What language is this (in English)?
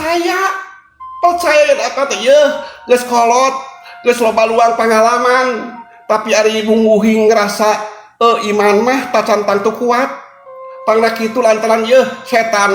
Sundanese